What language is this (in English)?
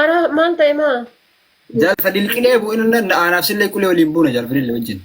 Oromo